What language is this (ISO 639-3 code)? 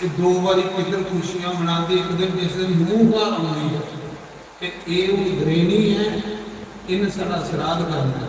doi